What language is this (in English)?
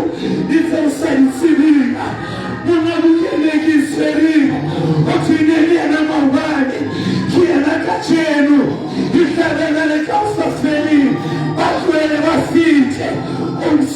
Southern Sotho